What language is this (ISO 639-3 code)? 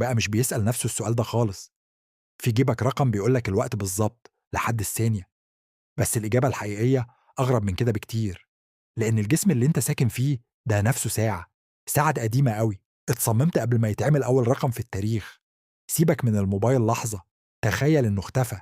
arz